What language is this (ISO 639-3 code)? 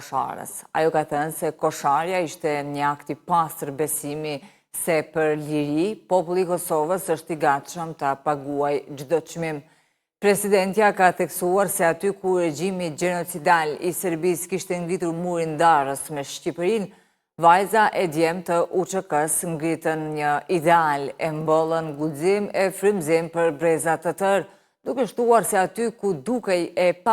sqi